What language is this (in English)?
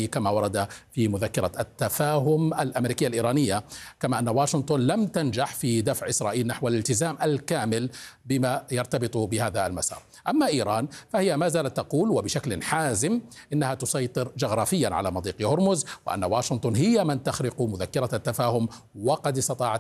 Arabic